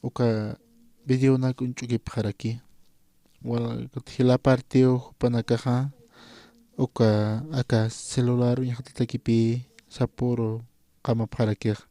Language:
Aymara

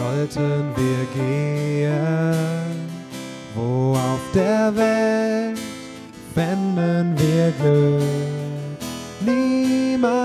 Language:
German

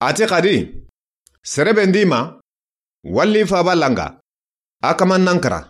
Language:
Soninke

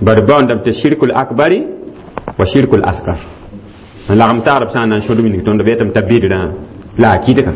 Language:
Mossi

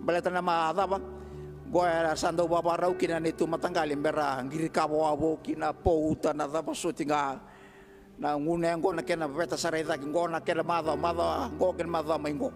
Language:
Fijian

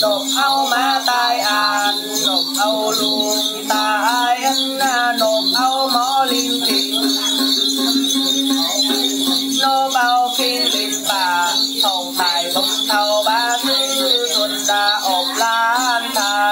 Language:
Vietnamese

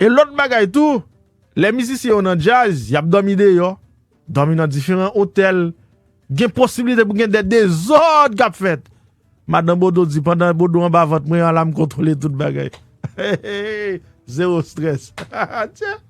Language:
Haitian Creole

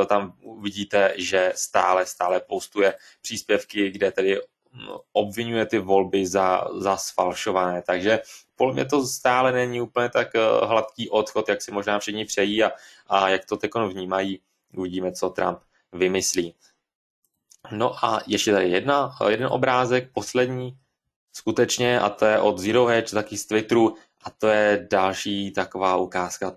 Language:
Czech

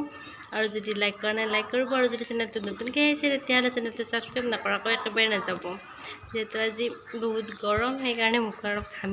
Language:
Assamese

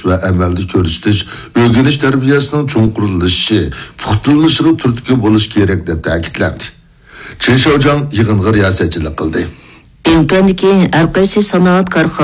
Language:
Uyghur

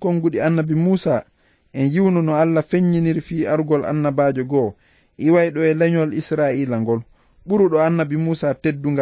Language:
Fula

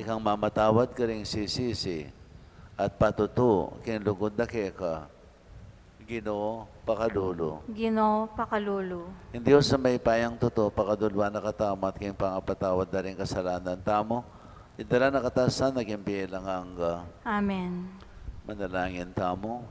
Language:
Pampanga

